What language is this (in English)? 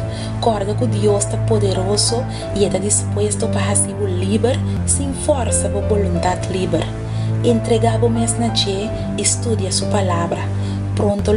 Papiamento